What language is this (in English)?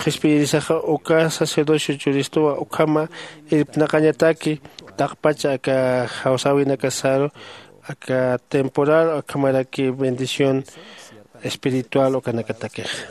Aymara